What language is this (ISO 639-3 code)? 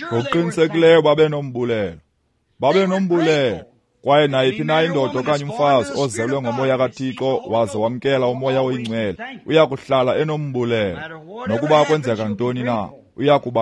xho